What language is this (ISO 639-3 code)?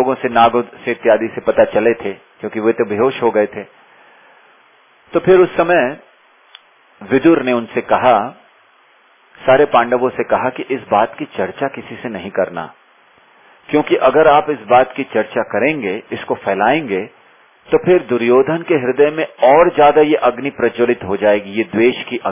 hin